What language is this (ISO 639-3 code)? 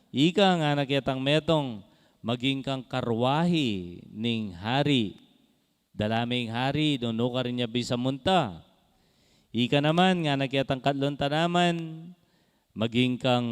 pam